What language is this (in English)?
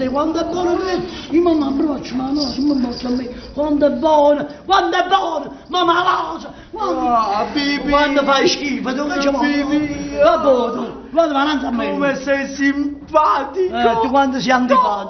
Neapolitan